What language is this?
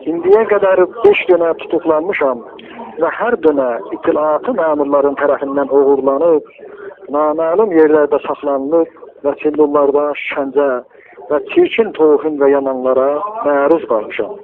South Azerbaijani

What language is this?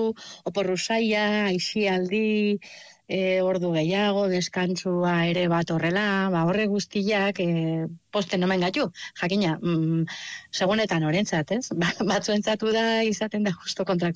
Basque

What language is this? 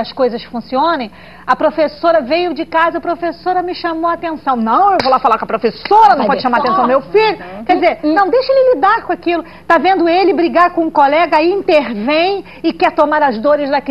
Portuguese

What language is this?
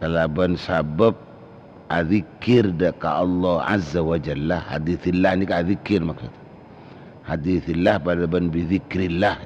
Madurese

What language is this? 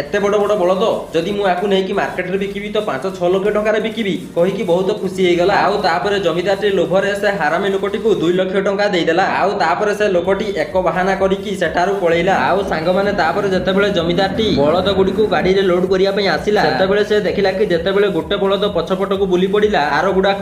Odia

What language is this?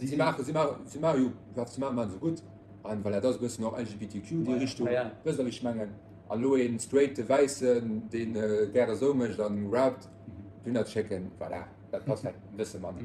Luxembourgish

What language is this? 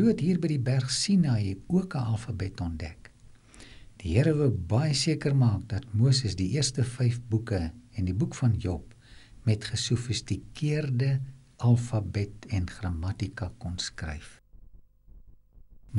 Afrikaans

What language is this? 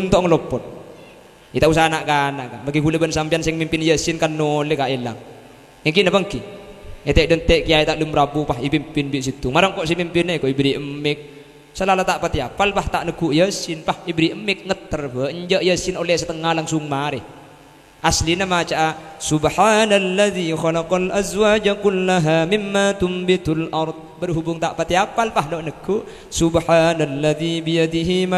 Madurese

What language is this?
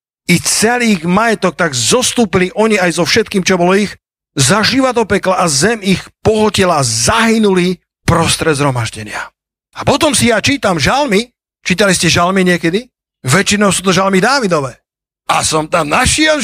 Slovak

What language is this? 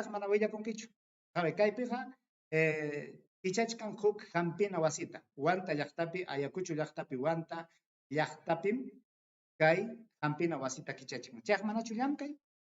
Ayacucho Quechua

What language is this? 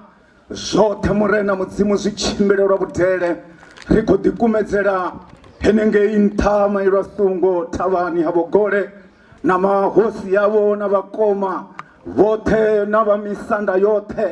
Venda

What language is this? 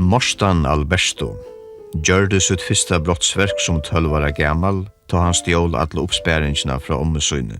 Faroese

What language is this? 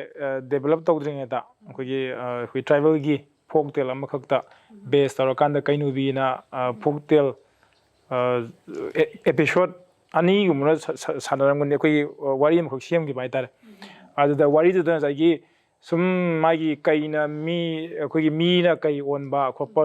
Manipuri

